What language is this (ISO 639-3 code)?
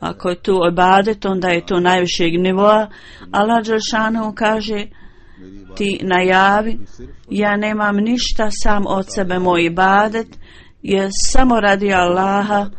bos